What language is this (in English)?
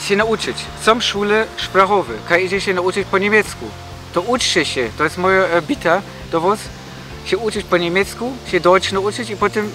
Silesian